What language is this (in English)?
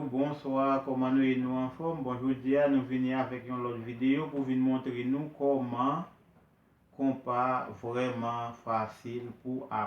Haitian Creole